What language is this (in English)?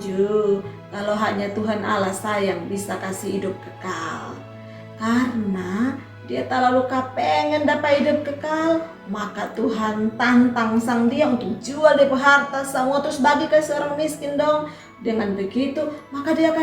Kupang Malay